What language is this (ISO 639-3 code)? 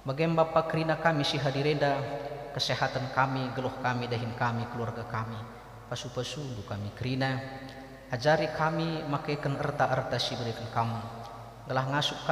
btx